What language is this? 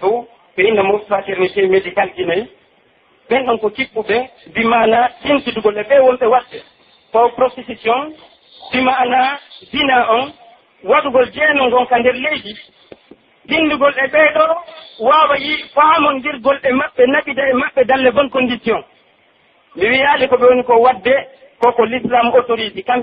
Pular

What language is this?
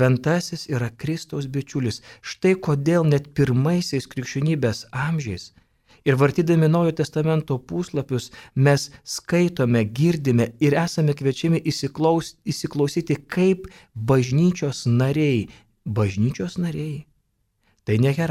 Lithuanian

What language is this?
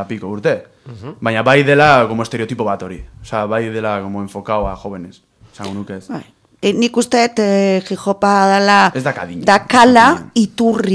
Basque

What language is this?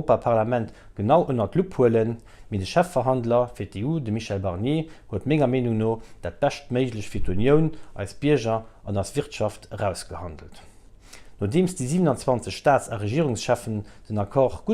Luxembourgish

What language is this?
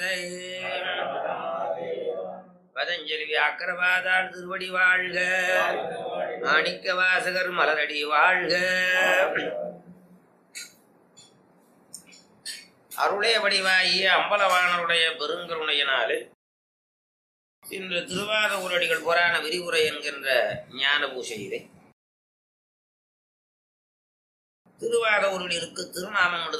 Tamil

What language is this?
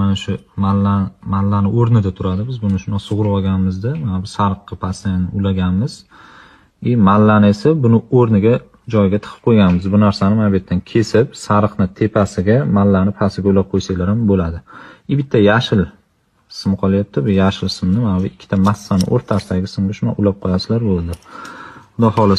Uzbek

